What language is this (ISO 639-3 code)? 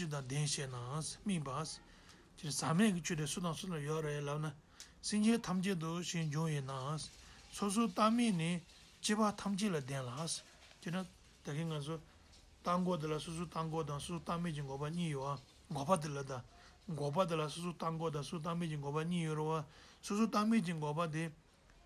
bod